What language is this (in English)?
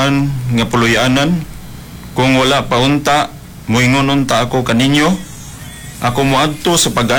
Cebuano